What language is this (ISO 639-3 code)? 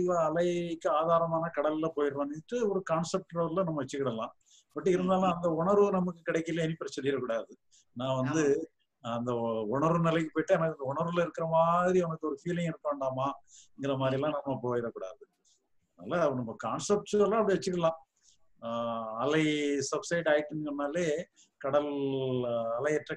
tam